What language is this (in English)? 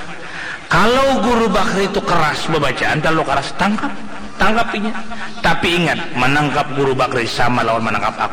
Banjar